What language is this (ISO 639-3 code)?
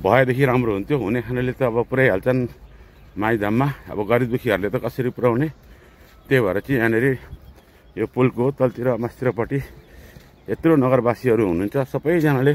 nep